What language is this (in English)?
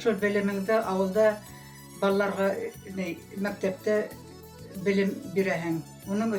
Bashkir